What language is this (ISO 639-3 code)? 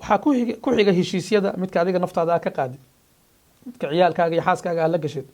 som